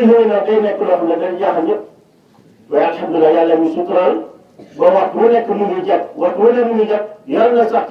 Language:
Wolof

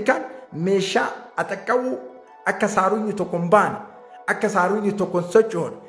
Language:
Oromo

